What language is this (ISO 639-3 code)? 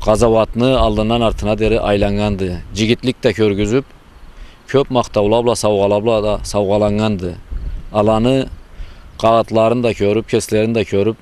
krc